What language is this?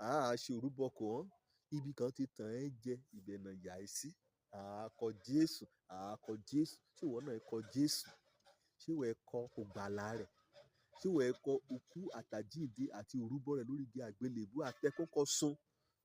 Yoruba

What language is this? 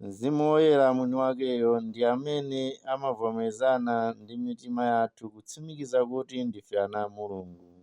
Nyanja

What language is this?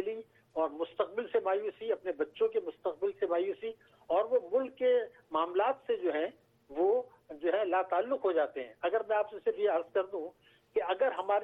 Urdu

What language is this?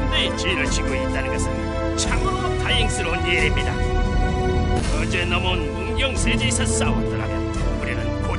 Korean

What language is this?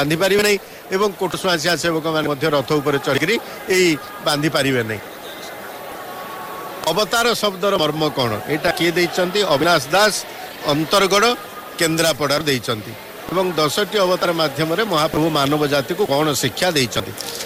Odia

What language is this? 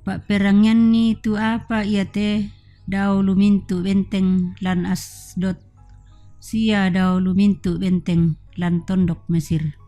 Toraja-Sa'dan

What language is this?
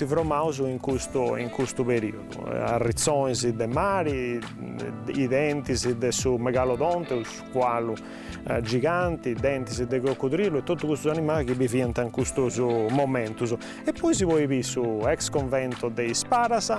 Sardinian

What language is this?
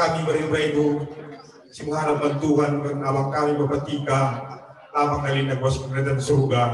Batak Karo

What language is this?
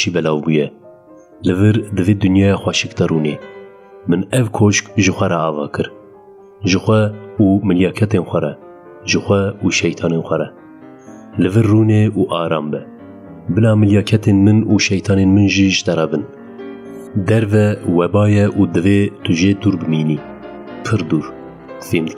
Kurdish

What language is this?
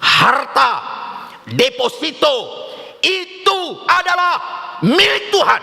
Batak Toba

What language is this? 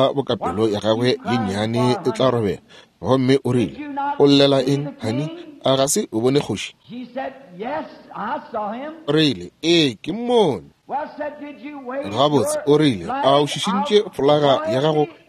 Northern Sotho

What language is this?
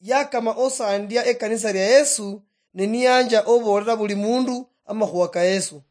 Luyia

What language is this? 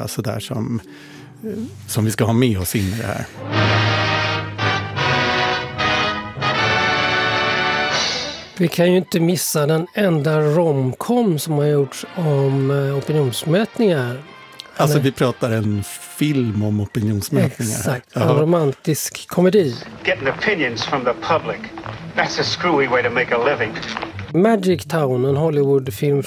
Swedish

